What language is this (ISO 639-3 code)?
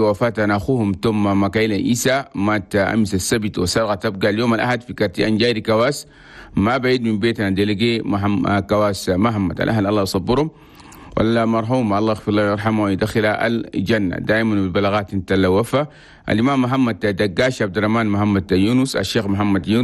shu